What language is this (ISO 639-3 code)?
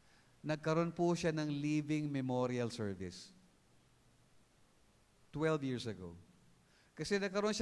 fil